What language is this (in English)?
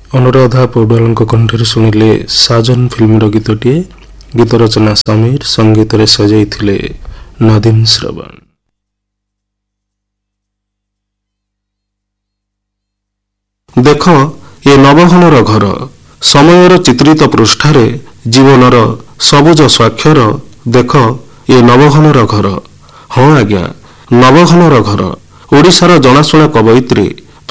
Odia